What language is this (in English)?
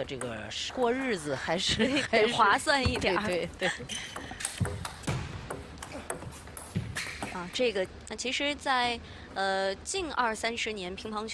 Chinese